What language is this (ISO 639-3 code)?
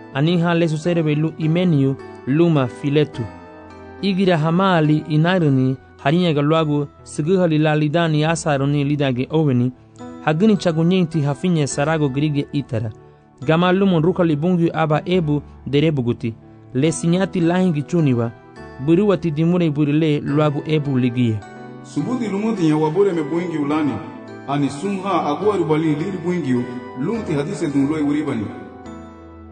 cab